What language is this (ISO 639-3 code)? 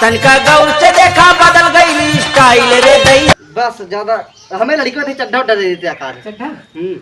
awa